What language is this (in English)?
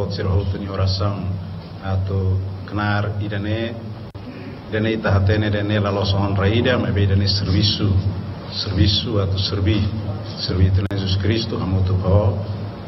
Tetum